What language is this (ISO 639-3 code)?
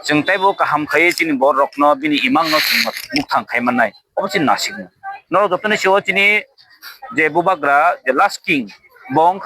trp